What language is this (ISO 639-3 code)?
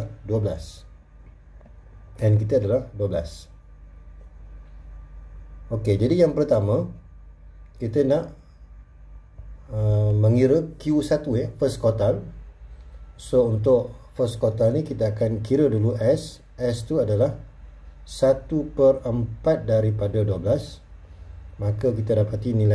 msa